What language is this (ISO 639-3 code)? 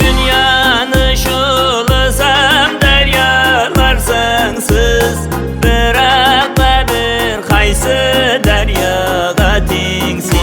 kaa